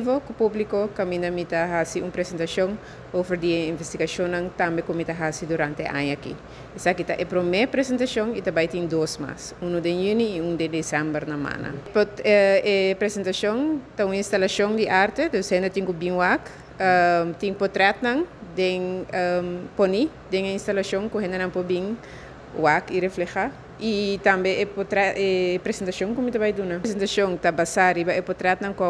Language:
Papiamento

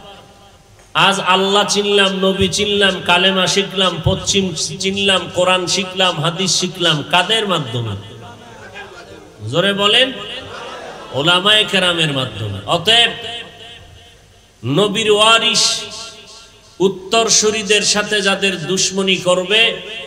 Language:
Bangla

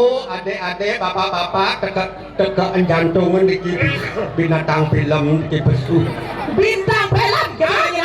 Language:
Balinese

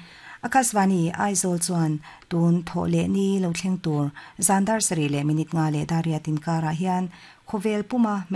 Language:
Mizo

